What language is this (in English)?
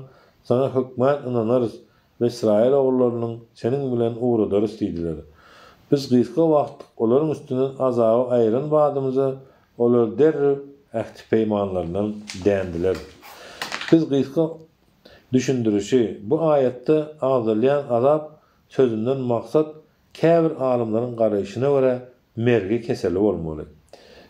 Turkmen